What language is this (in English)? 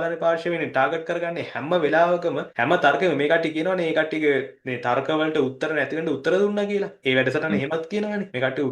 Sinhala